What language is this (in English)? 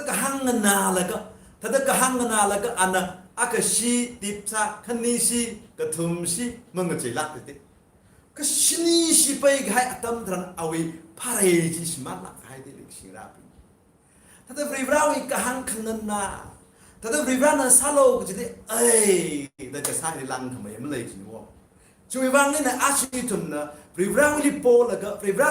Tangkhul Naga (India)